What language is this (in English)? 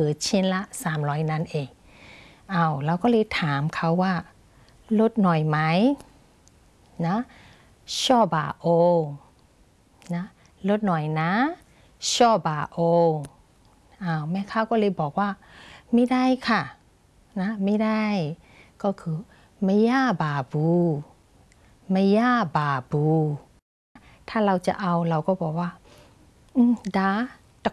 Thai